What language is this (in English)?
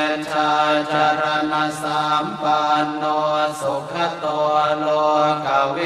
Pali